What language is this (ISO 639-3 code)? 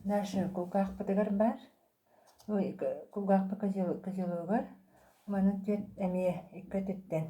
sah